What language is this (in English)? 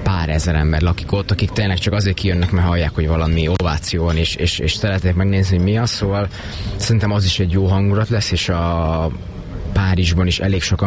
Hungarian